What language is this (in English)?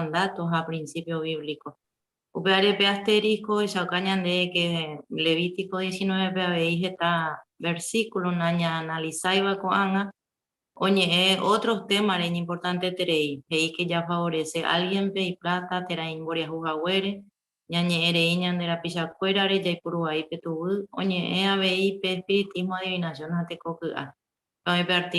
Guarani